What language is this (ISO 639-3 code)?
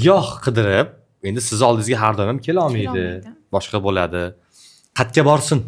uzb